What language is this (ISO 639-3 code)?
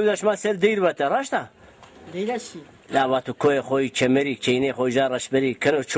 zza